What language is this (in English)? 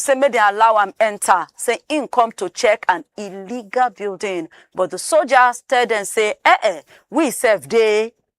Nigerian Pidgin